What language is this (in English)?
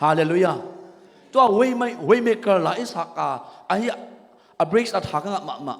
Tedim Chin